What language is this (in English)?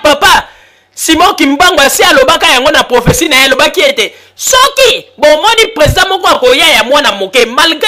Lingala